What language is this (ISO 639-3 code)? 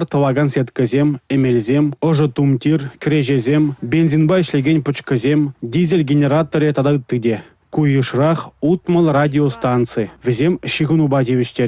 chv